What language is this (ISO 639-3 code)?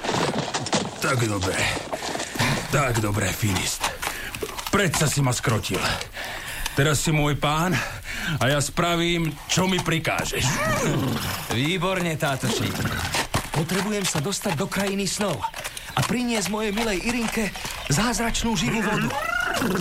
slk